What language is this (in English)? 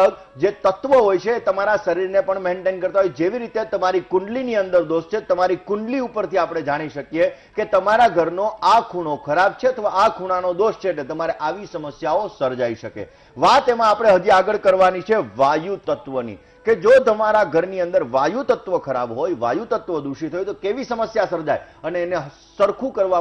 Gujarati